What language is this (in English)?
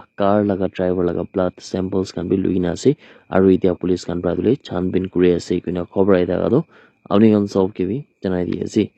Naga Pidgin